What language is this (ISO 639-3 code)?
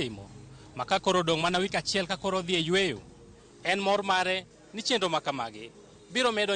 luo